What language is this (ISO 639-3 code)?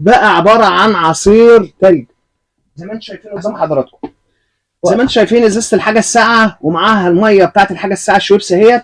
arz